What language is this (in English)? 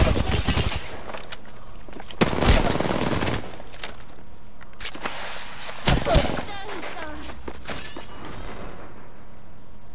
Japanese